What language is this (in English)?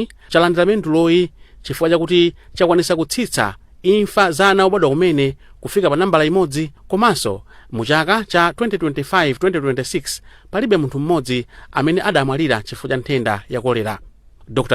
Nyanja